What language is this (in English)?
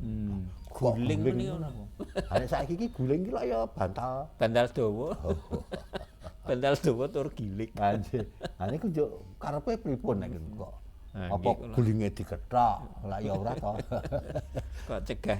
Javanese